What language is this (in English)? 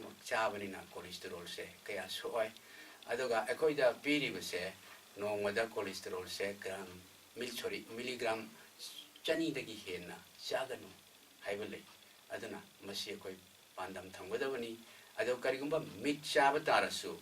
Manipuri